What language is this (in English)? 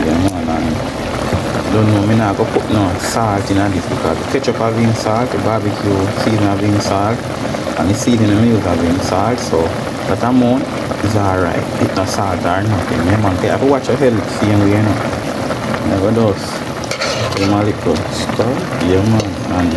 Jamaican Creole English